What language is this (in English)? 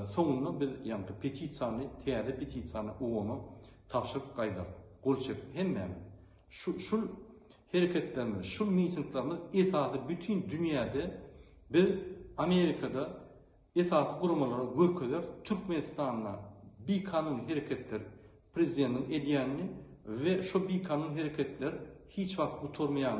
Turkmen